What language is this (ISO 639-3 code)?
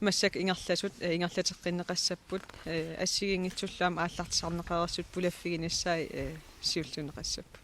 kal